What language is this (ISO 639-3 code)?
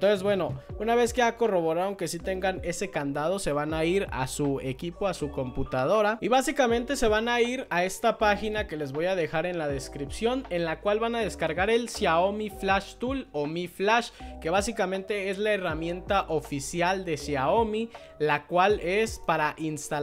spa